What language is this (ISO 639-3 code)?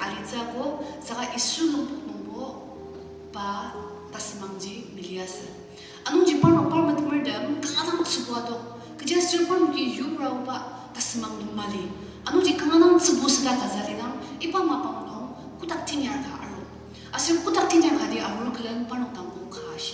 njo